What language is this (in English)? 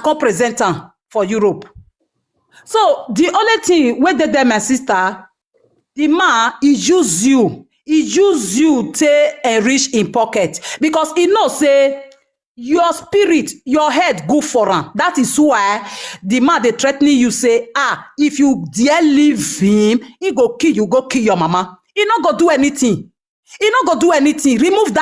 Nigerian Pidgin